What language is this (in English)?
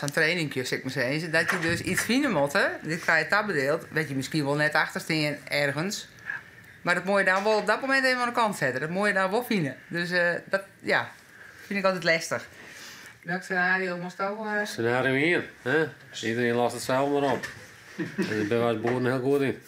Western Frisian